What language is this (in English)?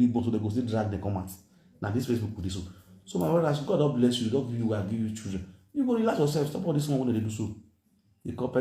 Nigerian Pidgin